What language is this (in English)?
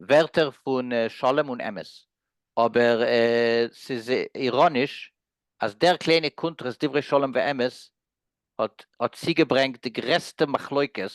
Yiddish